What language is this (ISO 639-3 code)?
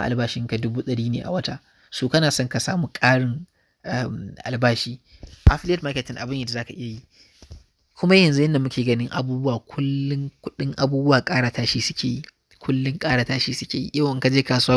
hau